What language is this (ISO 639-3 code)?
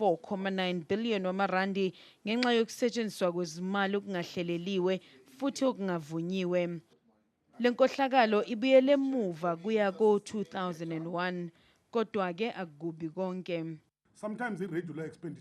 zul